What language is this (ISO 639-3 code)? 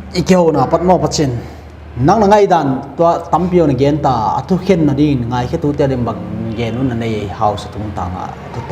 pck